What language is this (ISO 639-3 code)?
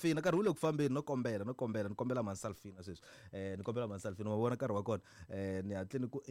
tso